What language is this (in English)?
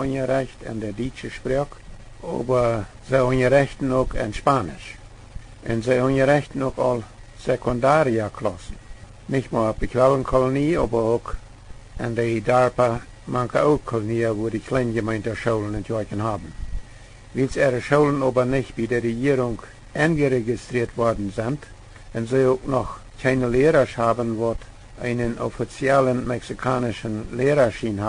Plautdietsch